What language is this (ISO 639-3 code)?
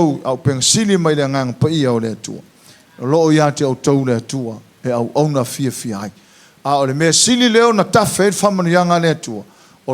smo